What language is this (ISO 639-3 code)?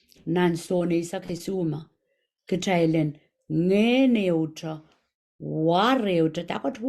pon